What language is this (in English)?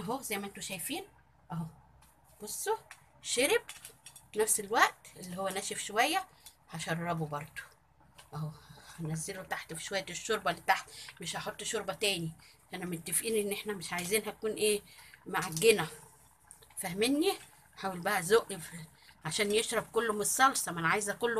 Egyptian Arabic